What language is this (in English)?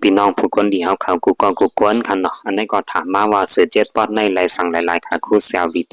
Shan